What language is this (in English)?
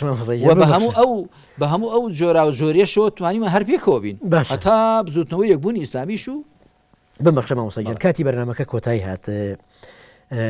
Central Kurdish